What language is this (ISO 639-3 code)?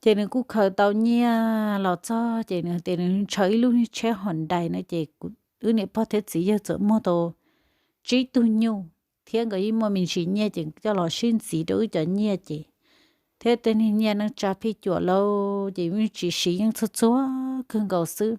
hmn